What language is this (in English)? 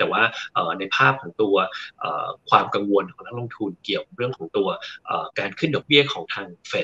Thai